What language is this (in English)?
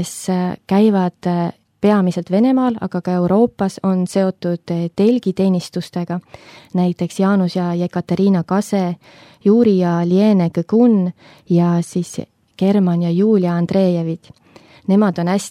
Estonian